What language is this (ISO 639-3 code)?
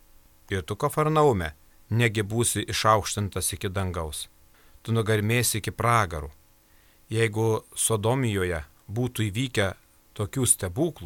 lit